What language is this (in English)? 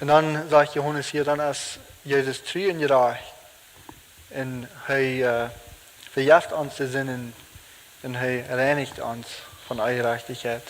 Plautdietsch